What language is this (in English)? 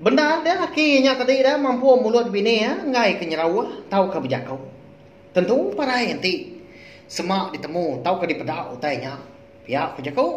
Iban